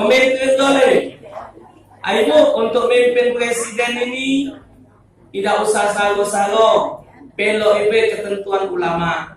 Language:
Musi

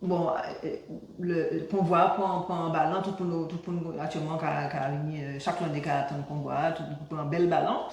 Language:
Guadeloupean Creole French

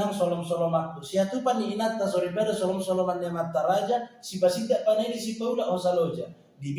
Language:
Batak Toba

